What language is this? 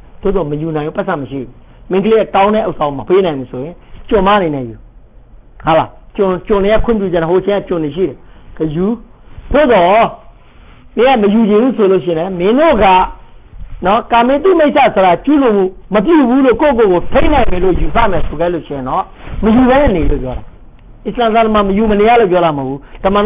Burmese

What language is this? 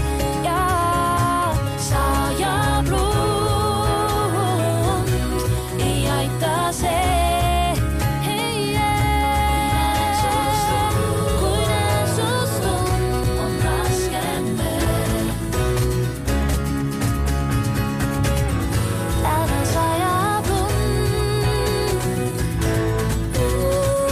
Estonian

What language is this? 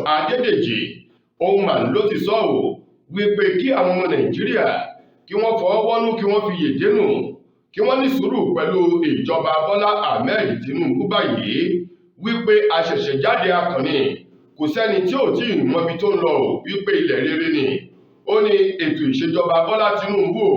Yoruba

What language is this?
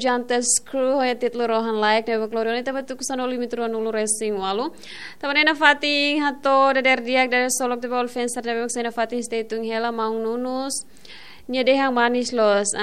Tetum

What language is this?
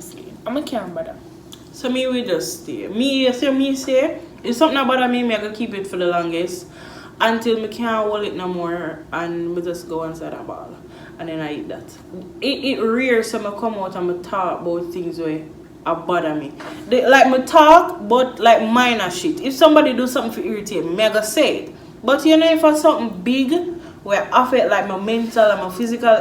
Jamaican Creole English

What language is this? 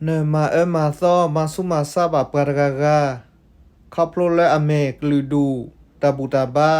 S'gaw Karen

